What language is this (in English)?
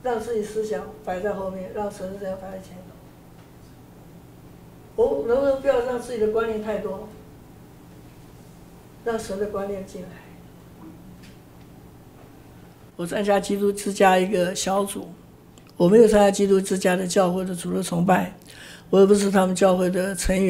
Chinese